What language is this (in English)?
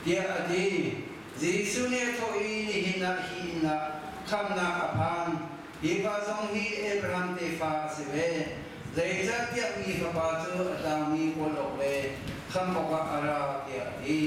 Hakha Chin